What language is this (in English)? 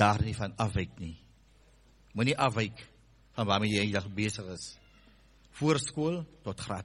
Afrikaans